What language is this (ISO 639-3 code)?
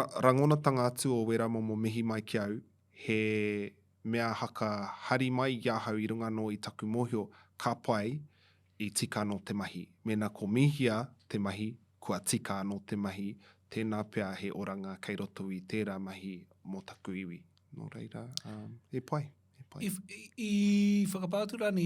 mri